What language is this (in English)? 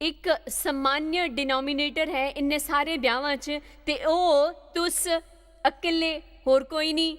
Dogri